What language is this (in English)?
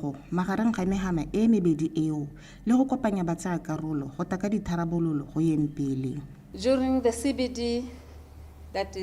Tswana